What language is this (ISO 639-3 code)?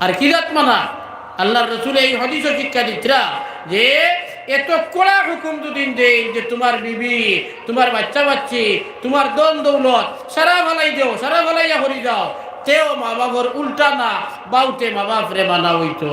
syl